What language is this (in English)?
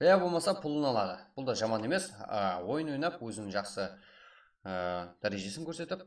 Kara-Kalpak